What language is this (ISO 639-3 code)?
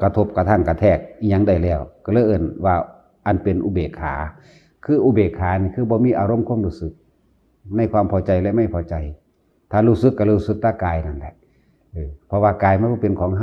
tts